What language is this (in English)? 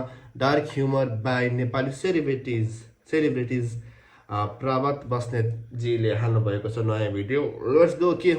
Nepali